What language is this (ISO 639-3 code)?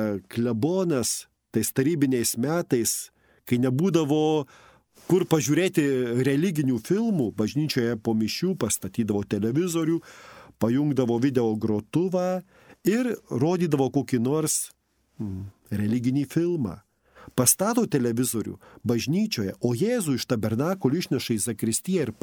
lit